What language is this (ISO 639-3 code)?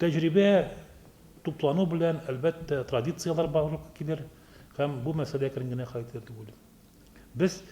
tat